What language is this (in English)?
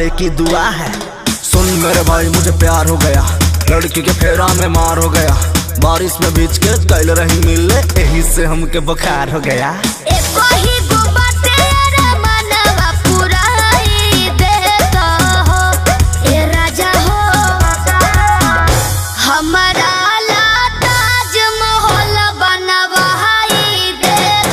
Bhojpuri